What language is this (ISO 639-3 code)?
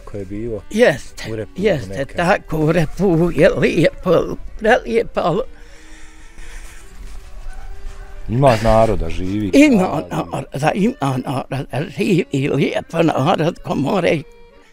bos